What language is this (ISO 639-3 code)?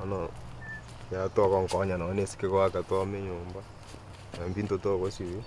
guz